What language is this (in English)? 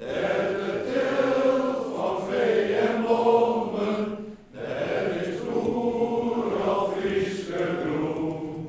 Western Frisian